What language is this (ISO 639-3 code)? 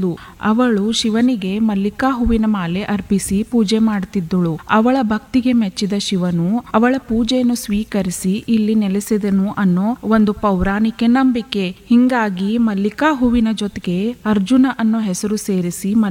kan